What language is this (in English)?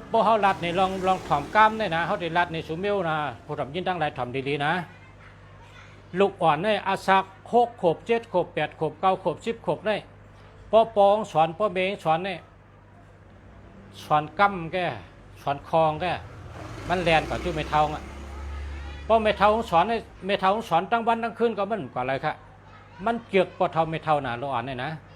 Shan